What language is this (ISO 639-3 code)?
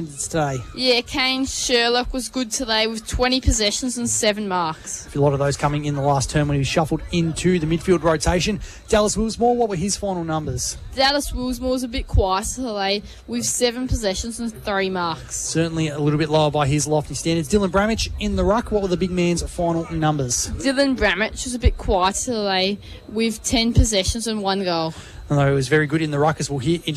eng